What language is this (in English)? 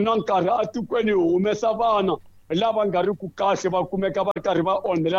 Tsonga